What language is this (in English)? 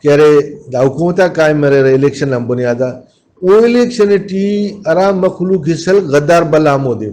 Brahui